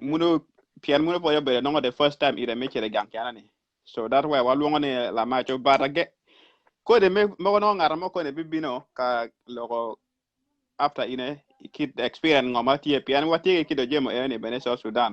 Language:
Acoli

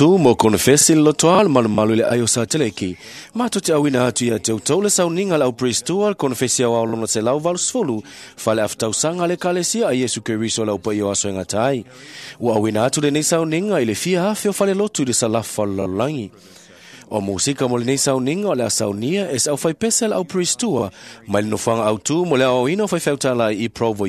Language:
Samoan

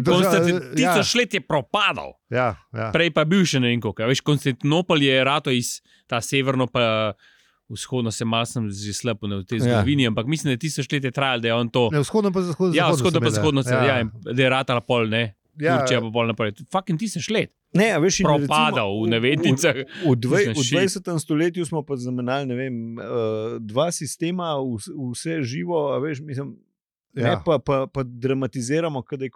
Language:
Slovenian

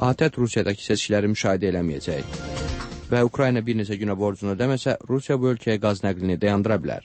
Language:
Azerbaijani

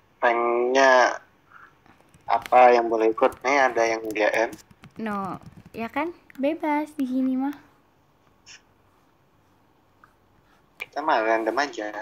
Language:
Indonesian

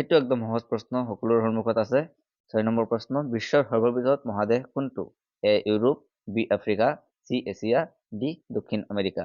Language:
Assamese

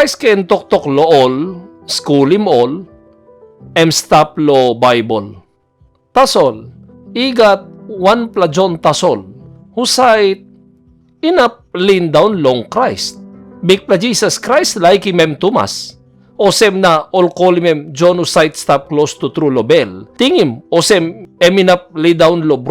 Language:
Tok Pisin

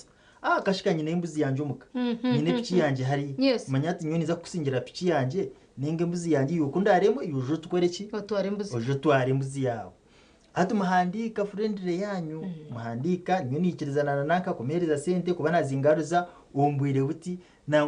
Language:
Nyankole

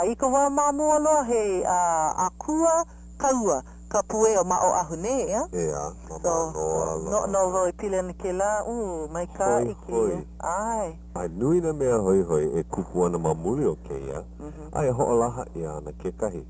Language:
Hawaiian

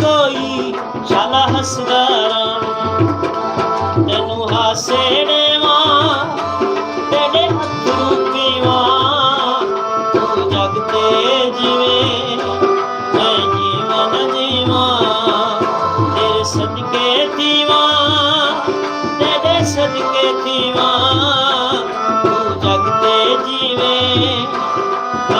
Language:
Saraiki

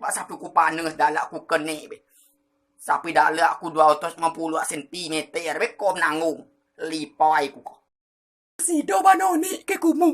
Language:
Rejang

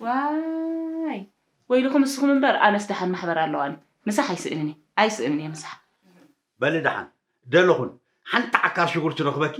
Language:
Tigrinya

